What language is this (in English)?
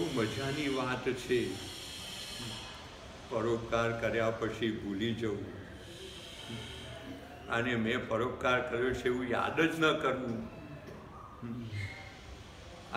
Gujarati